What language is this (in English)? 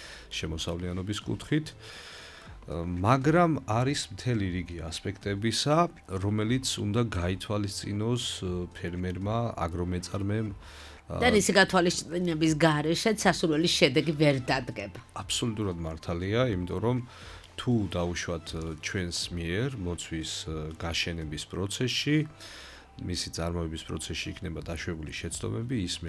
Georgian